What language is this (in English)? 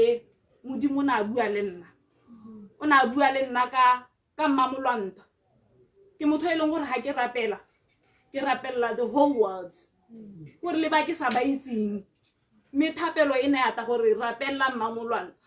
Tswana